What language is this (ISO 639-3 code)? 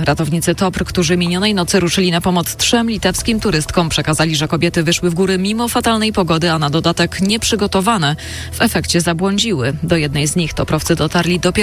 pol